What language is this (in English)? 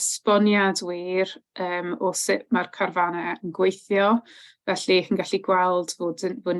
Welsh